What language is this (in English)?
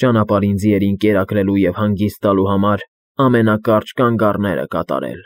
Armenian